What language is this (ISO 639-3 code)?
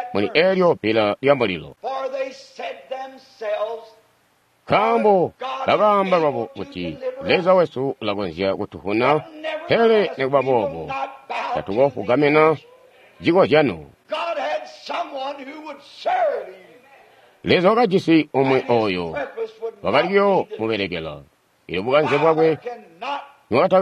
toi